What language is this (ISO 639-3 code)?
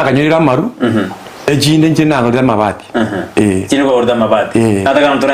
guz